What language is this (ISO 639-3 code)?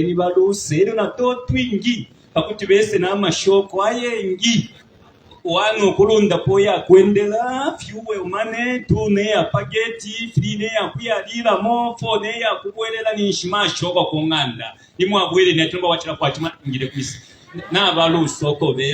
bem